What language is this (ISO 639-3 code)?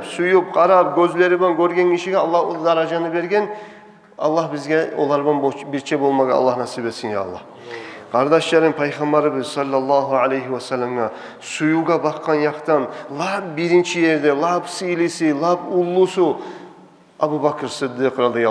kum